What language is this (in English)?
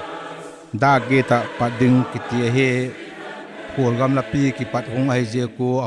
Paite Chin